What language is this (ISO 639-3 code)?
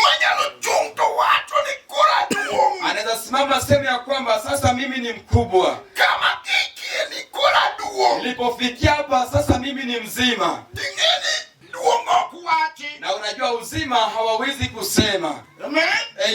luo